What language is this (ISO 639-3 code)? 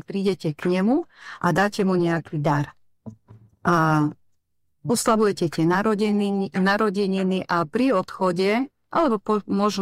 slk